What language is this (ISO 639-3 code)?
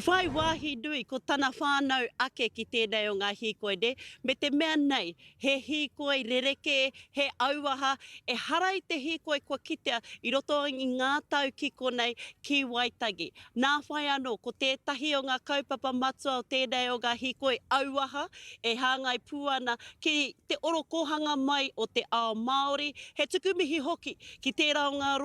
mri